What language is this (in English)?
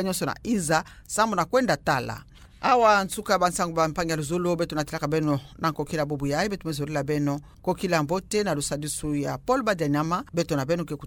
Kituba (Democratic Republic of Congo)